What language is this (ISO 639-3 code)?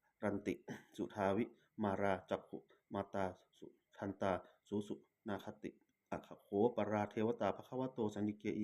pli